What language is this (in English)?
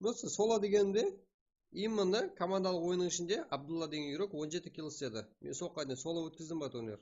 Kara-Kalpak